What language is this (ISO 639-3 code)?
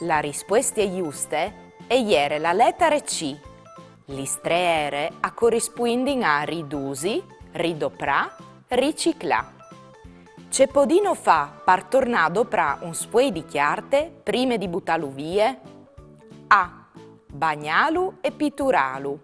fur